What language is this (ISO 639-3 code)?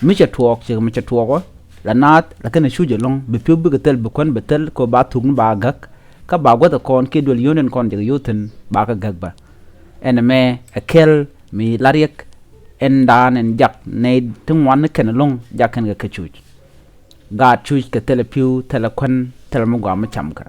nus